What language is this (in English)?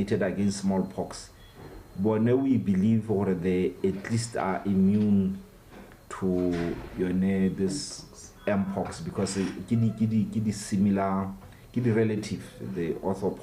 Tswana